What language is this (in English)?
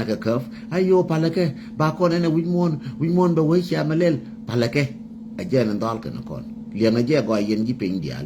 Nuer